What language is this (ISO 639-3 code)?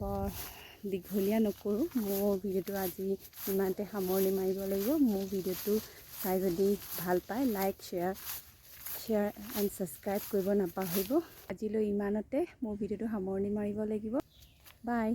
asm